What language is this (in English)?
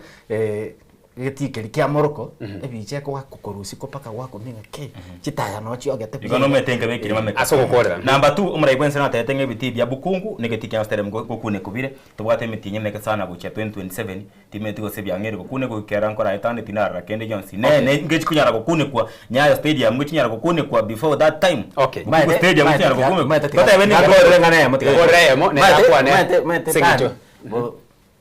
Gusii